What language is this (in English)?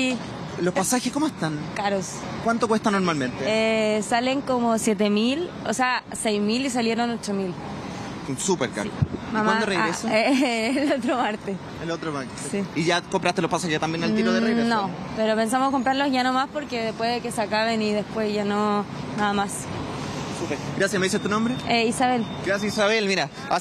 Spanish